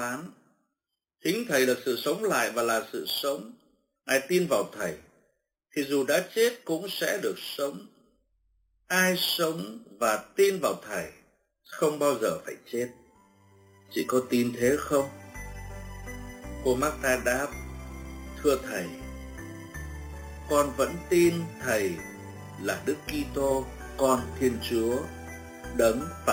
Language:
Vietnamese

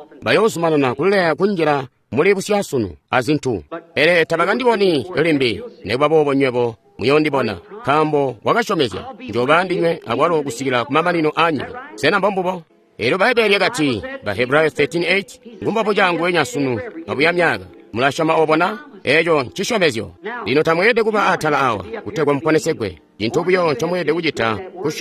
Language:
Tonga (Zambia)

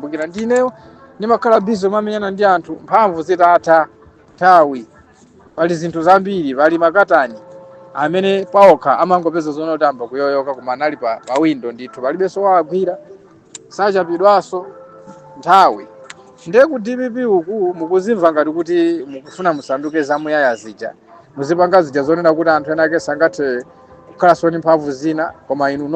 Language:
Nyanja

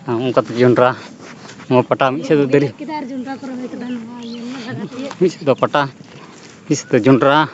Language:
Santali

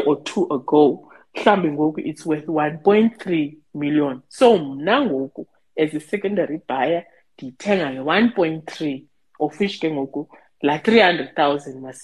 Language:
Xhosa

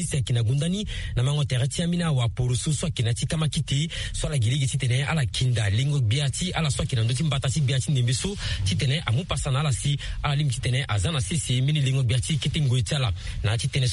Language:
Sango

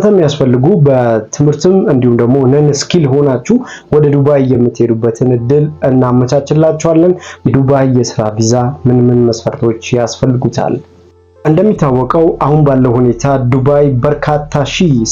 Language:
Amharic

